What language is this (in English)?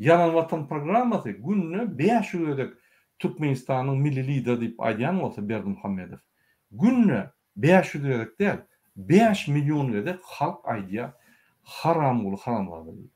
Turkmen